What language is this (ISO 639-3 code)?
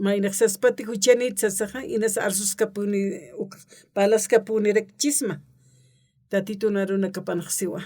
aym